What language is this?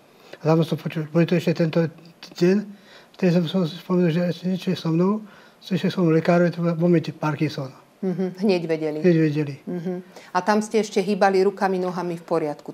Slovak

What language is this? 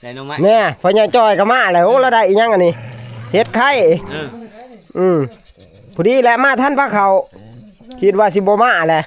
Northeastern Thai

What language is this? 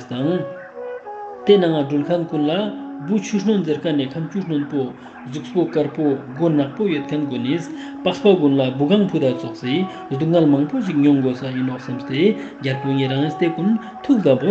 Ladakhi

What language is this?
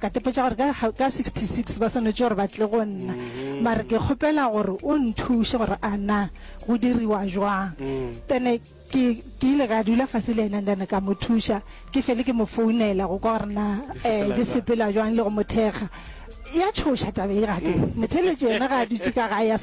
Northern Sotho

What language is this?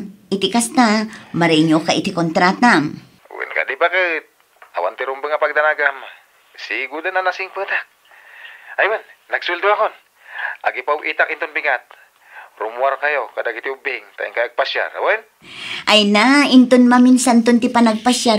Iloko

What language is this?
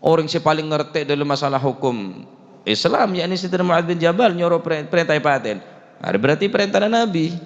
Madurese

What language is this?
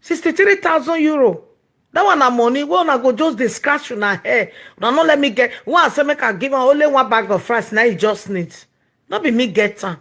Nigerian Pidgin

